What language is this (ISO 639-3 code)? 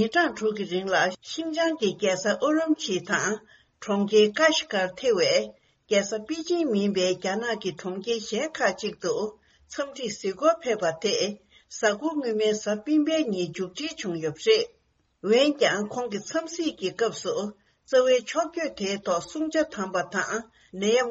bod